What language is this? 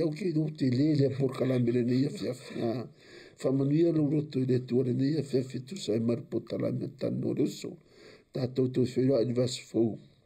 Samoan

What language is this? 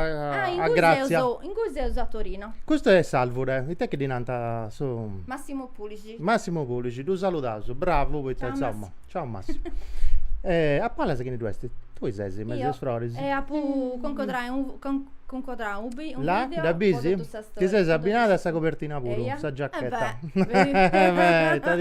Sardinian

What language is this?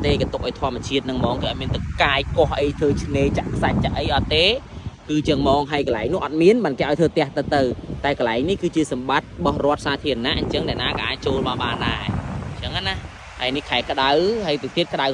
Khmer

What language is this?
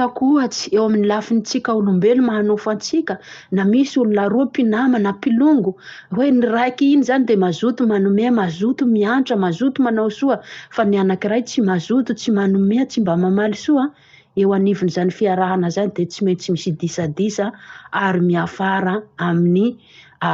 Malagasy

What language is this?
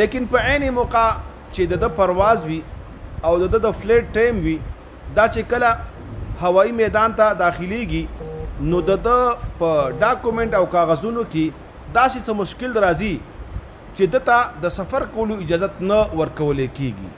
Pashto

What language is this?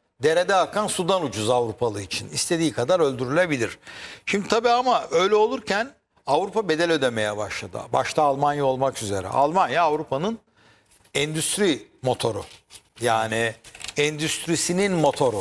Turkish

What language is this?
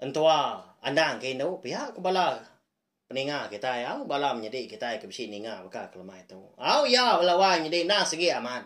Iban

